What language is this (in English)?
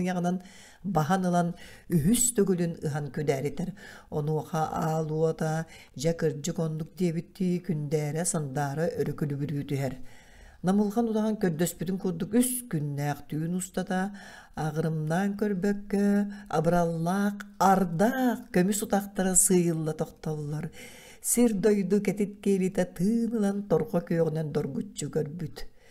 Yakut